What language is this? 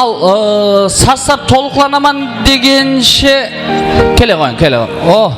Kara-Kalpak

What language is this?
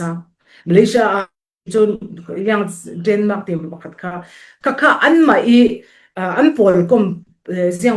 Falam Chin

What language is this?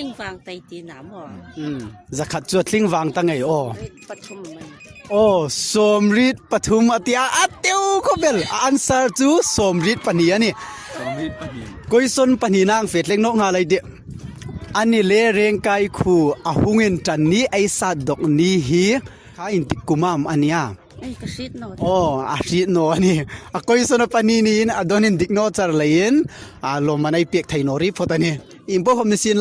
Hmar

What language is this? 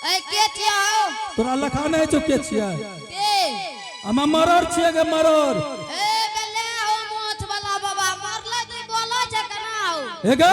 Angika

